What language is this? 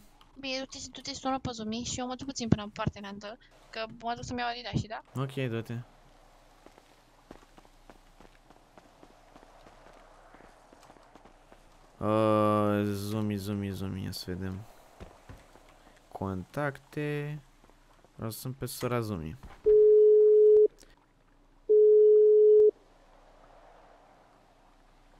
Romanian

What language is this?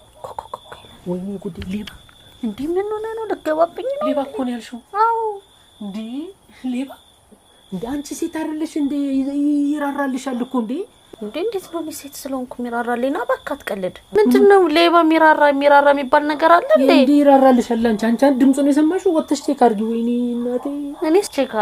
Amharic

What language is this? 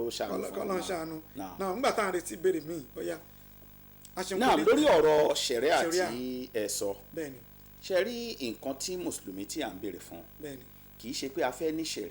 Yoruba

